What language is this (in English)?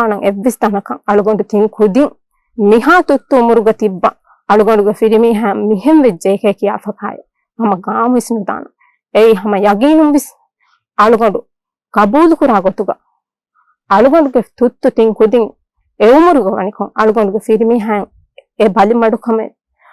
Divehi